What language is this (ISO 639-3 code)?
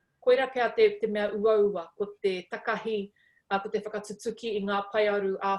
mri